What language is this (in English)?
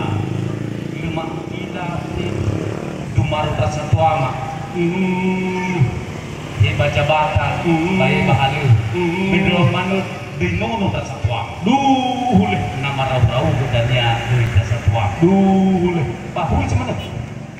Nias